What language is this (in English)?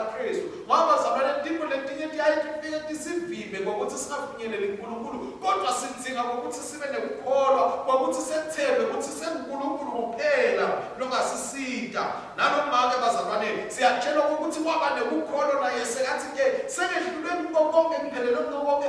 Swati